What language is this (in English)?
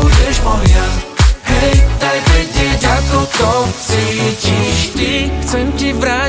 Slovak